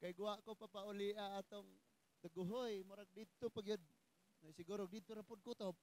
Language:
Cebuano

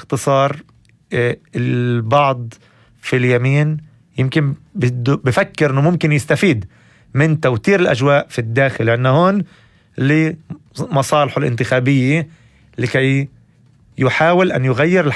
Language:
North Levantine Arabic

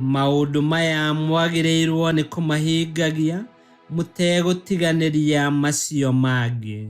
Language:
Kikuyu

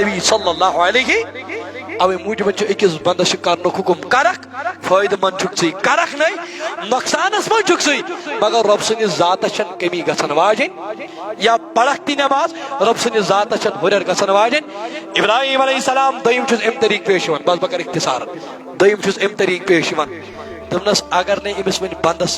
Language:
Kashmiri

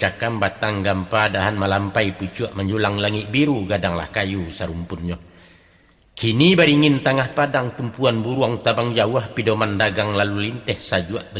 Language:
Minangkabau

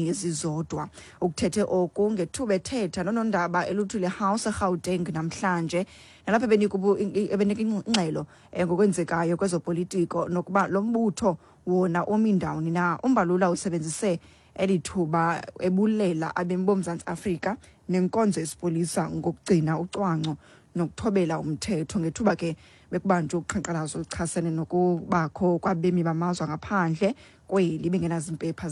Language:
Xhosa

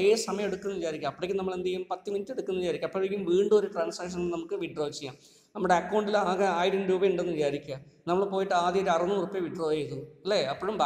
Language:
Malayalam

